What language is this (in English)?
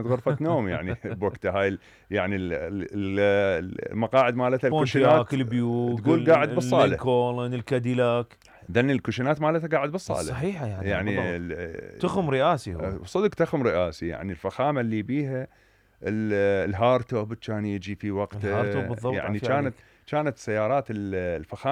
Mesopotamian Arabic